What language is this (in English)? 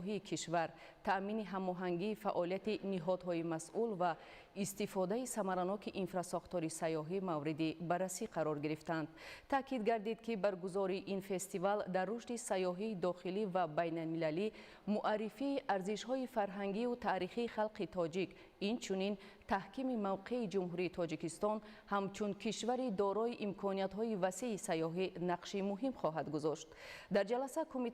Tajik